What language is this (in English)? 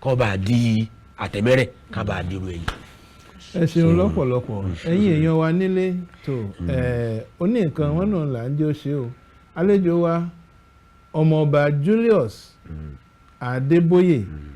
Yoruba